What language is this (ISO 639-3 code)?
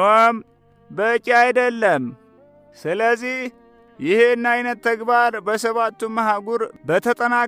amh